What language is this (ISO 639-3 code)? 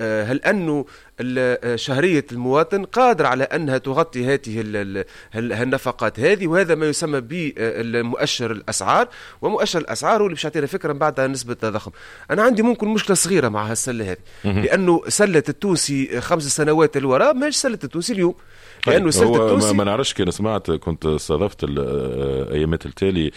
aeb